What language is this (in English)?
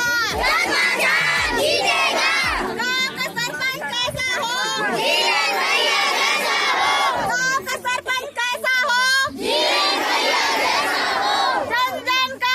Chhattisgarhi